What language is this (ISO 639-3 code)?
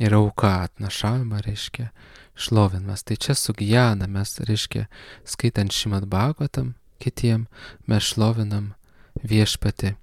lit